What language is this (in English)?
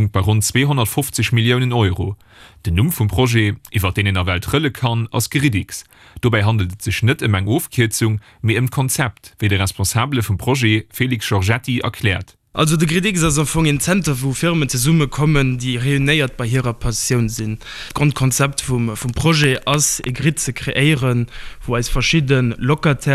Luxembourgish